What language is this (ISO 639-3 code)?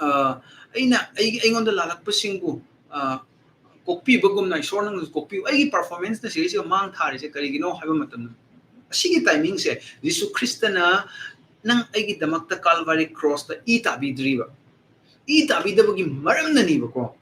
mni